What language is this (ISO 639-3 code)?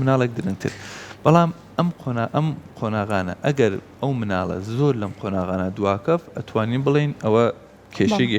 ckb